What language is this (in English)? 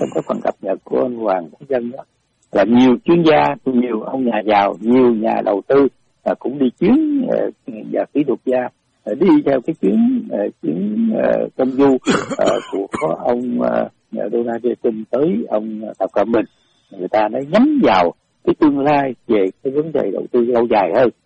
Vietnamese